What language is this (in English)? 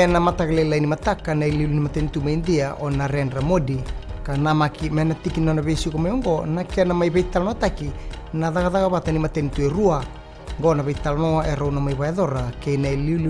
Fijian